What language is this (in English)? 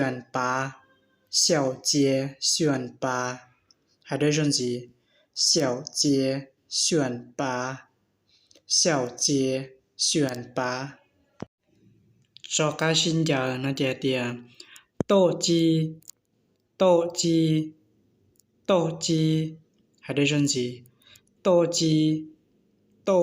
Hmong